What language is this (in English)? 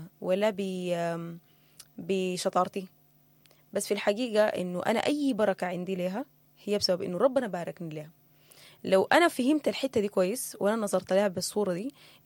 Sudanese Arabic